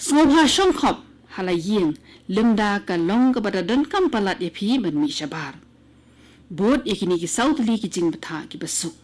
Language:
Khasi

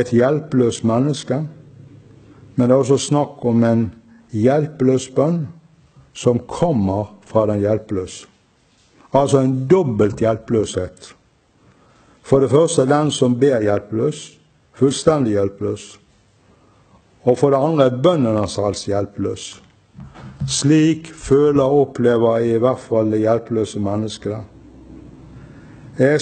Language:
Norwegian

